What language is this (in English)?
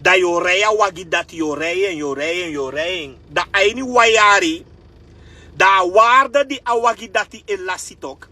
Sranan Tongo